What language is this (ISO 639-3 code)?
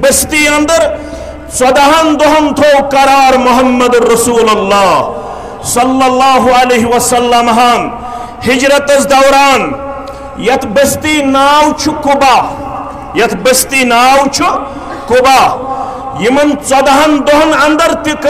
kas